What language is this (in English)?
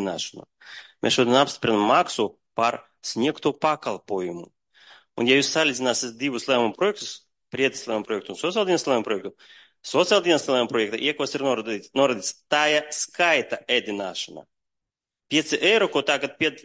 Latvian